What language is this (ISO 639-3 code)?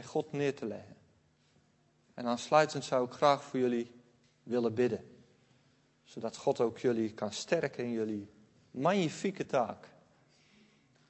nld